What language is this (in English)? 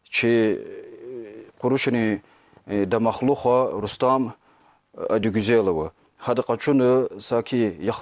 Lezghian